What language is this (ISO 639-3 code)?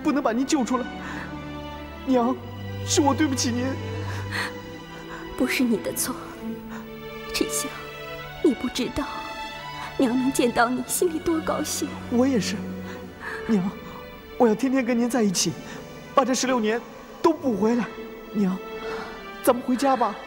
zho